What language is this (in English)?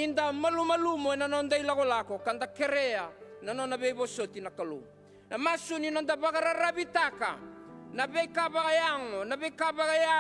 Fijian